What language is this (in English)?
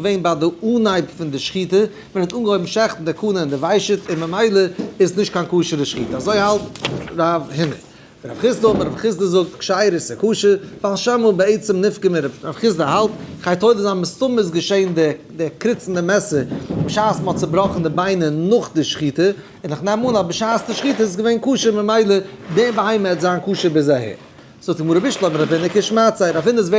Yiddish